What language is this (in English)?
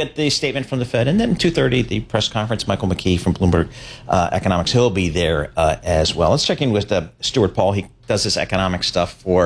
English